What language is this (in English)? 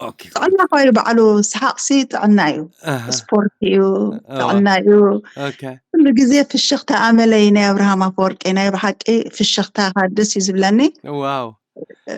Tigrinya